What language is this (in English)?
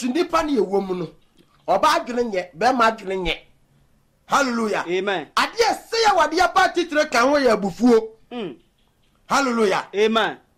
Akan